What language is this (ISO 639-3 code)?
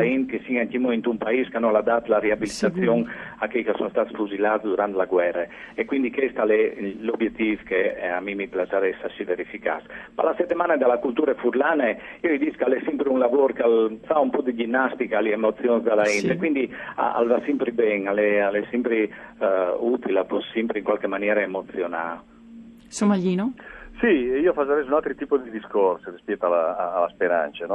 fur